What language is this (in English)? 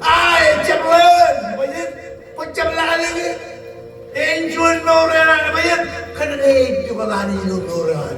Marshallese